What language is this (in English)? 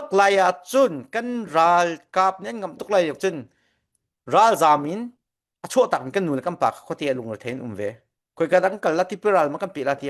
Falam Chin